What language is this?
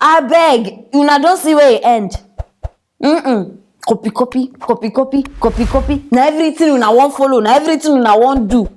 Nigerian Pidgin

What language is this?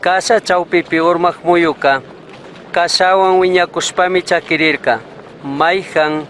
Chimborazo Highland Quichua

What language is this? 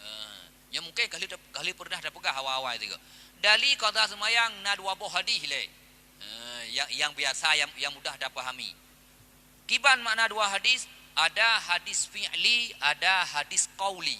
Achinese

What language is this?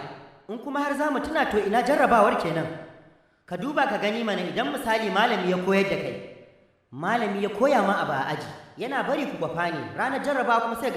Hausa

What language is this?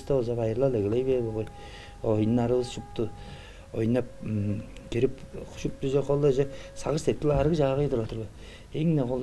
Tuvinian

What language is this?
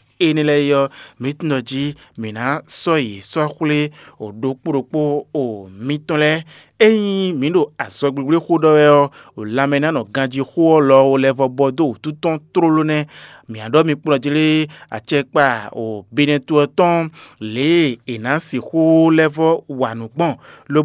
Fon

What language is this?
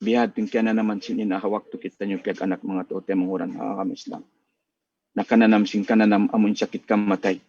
Tausug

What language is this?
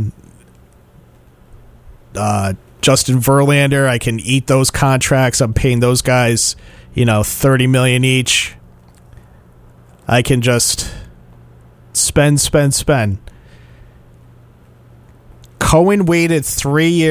English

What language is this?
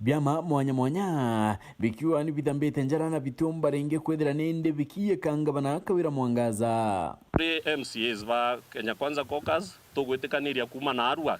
Meru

